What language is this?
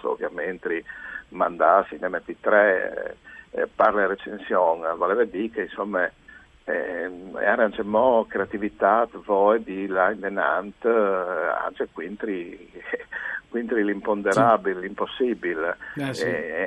Friulian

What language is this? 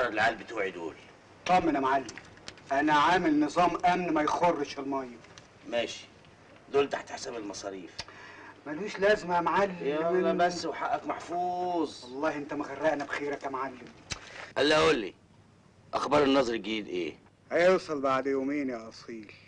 Egyptian Arabic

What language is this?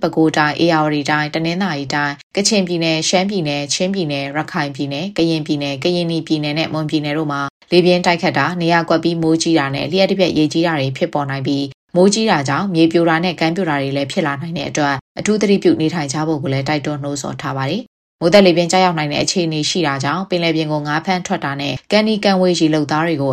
Burmese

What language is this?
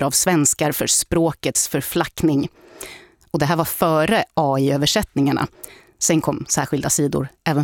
Swedish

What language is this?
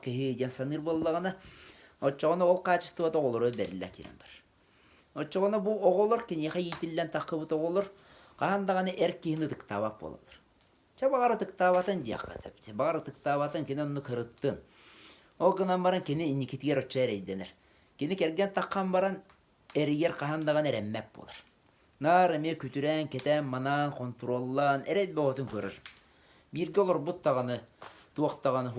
Yakut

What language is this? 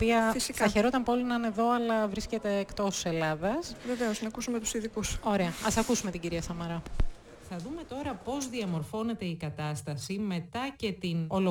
Greek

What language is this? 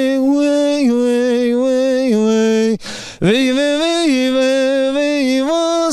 Zaza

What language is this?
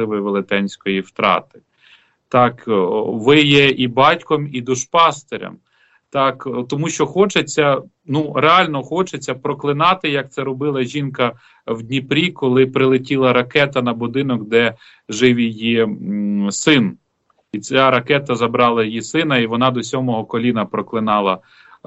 Ukrainian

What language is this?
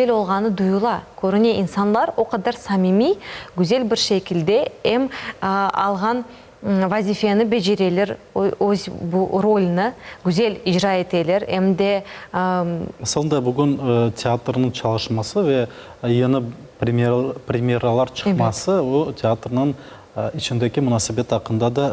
Crimean Tatar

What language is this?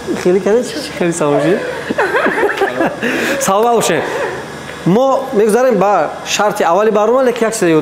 Tajik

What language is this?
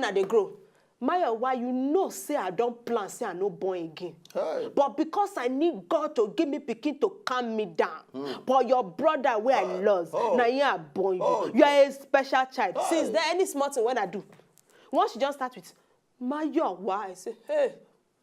Nigerian Pidgin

